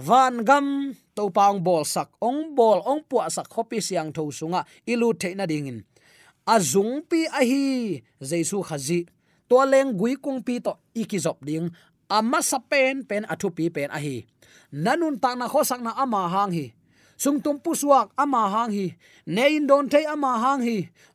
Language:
Tedim Chin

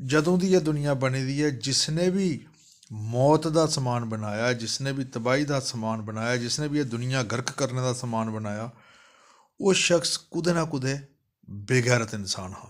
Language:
Dogri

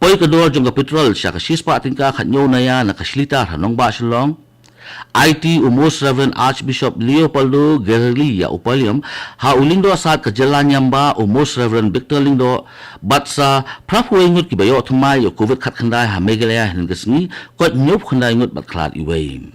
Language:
Khasi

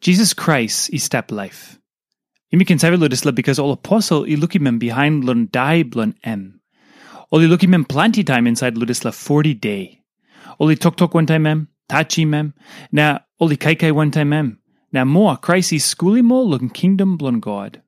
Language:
Tok Pisin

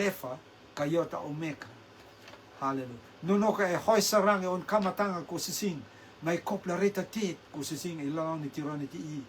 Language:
Rotuman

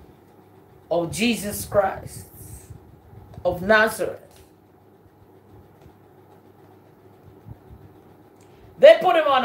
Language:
English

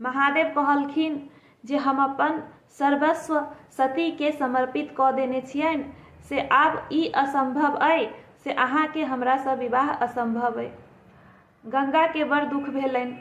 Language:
Maithili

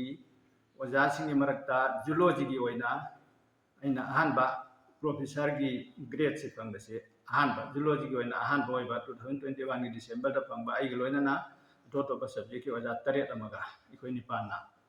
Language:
Manipuri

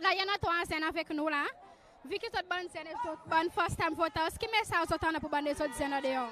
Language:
Seselwa Creole French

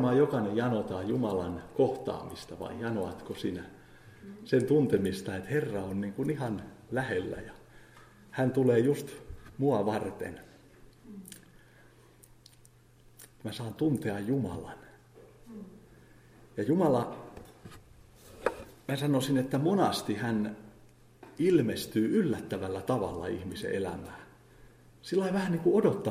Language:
Finnish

